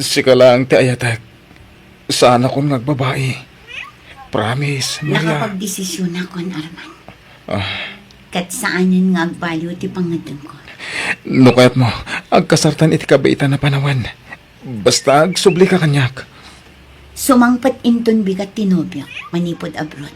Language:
Iloko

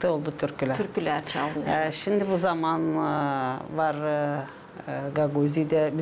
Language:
Gagauz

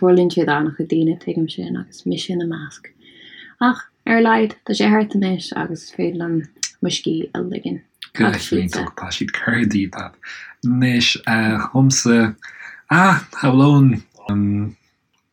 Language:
Irish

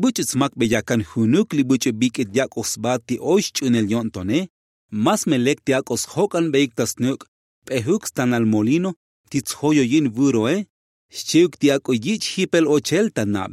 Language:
Tzotzil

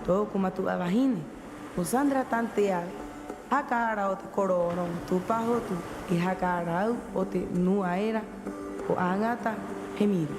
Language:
Rapanui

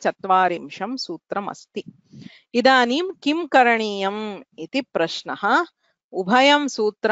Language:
Sanskrit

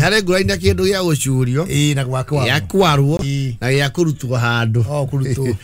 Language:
Kikuyu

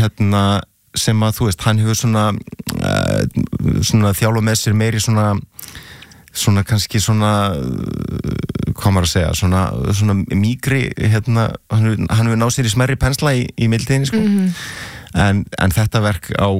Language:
Icelandic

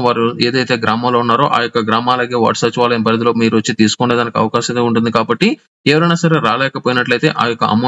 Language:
Telugu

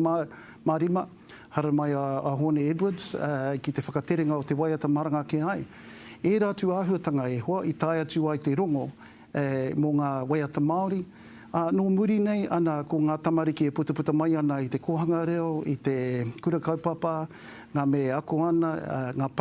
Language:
Māori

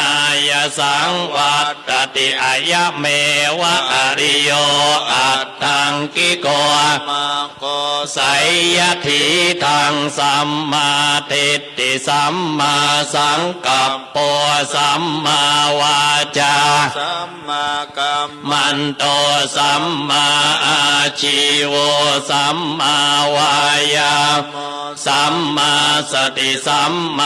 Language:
Pali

